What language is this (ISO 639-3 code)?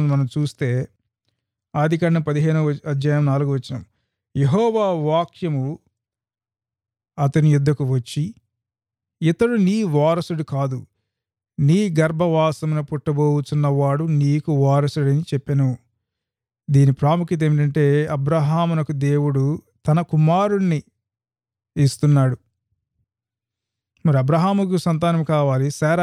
tel